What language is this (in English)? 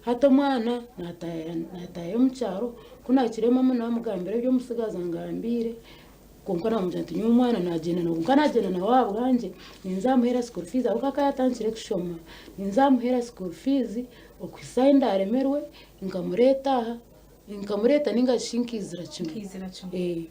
Nyankole